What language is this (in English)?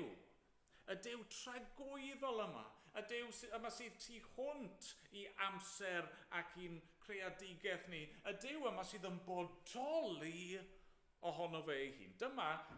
Welsh